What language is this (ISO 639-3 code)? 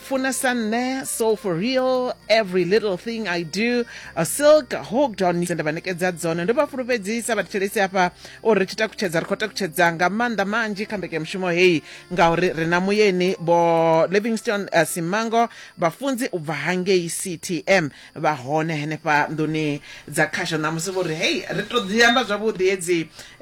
ven